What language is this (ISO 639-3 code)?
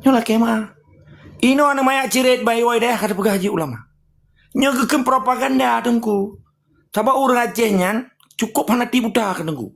ace